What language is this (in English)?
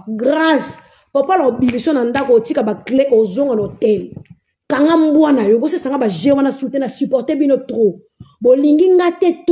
Lingala